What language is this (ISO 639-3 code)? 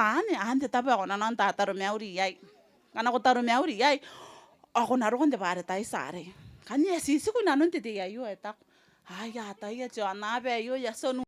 gil